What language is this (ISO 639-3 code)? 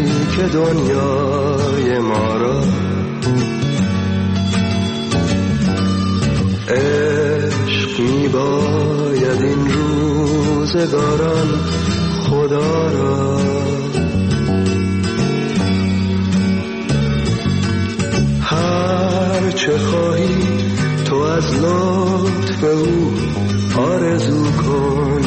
fas